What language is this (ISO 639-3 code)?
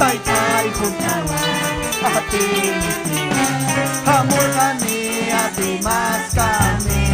quy